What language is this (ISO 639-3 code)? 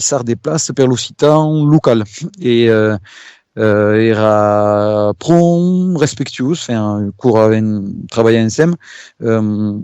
oci